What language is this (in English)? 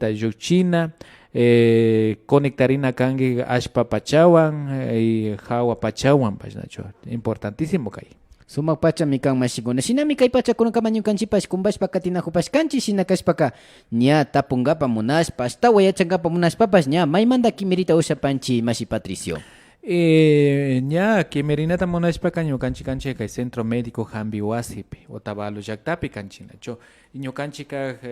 Imbabura Highland Quichua